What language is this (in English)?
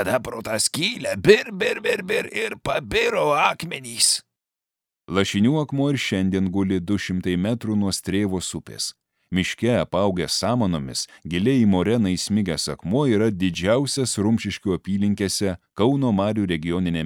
Lithuanian